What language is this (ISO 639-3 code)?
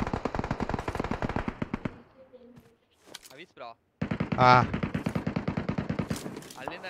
kan